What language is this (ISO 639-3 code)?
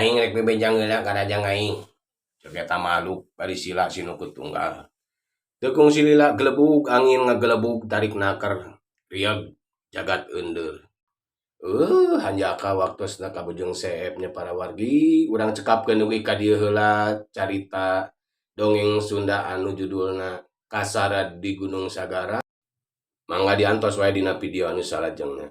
sun